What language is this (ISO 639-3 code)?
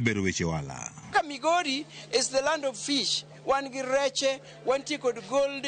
luo